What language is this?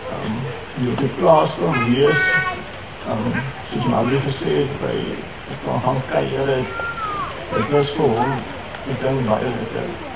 Afrikaans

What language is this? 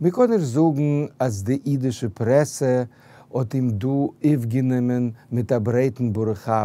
Yiddish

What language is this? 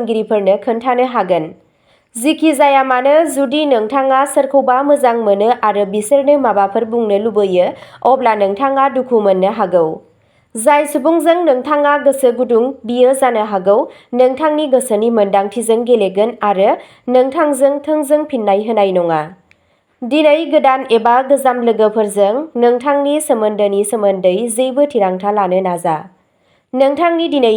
Bodo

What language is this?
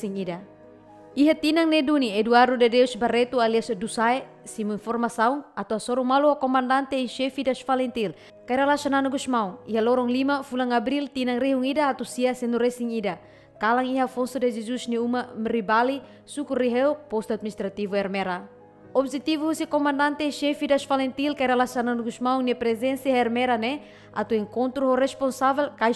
Tetum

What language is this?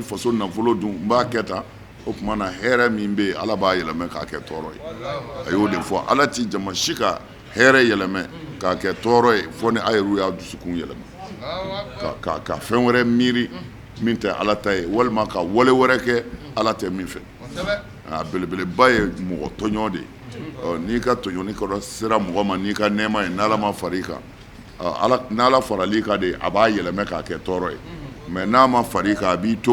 Bambara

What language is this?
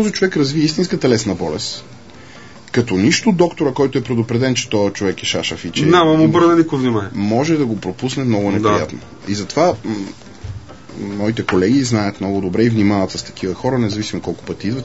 Bulgarian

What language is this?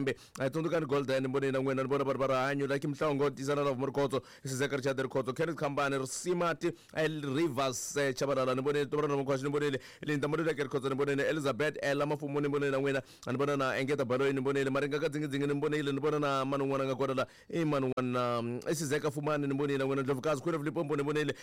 Tsonga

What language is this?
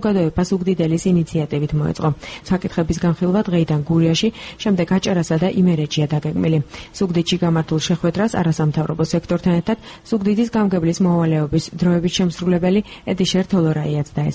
Georgian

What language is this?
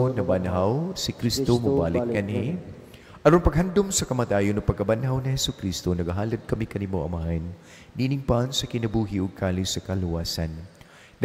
Cebuano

